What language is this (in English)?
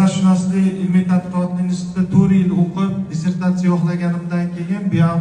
Uzbek